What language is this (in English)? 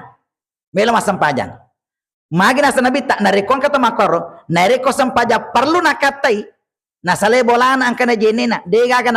Buginese